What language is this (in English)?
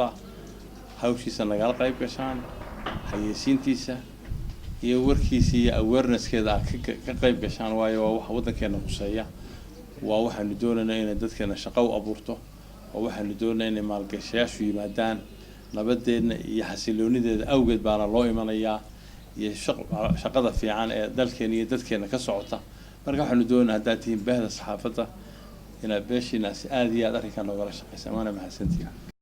Somali